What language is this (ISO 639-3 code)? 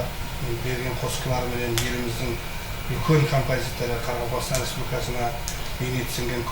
kaa